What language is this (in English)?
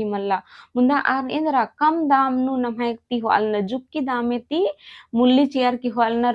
Kurukh